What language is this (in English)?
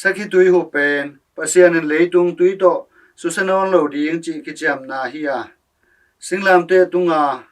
Tedim Chin